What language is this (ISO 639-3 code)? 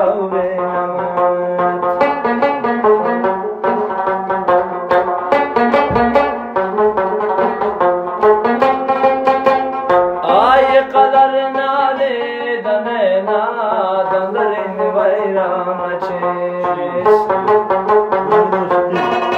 fas